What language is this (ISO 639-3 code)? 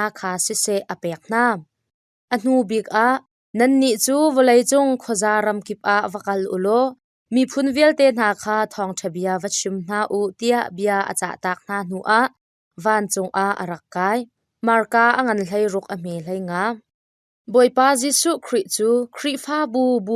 cnh